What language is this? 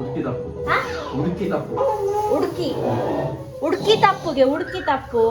Tulu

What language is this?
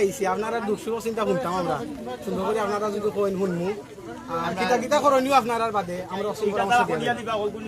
Sylheti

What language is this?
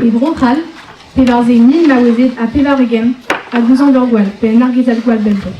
Breton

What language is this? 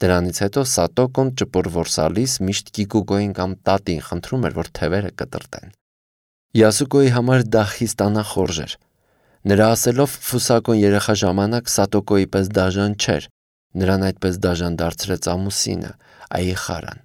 Armenian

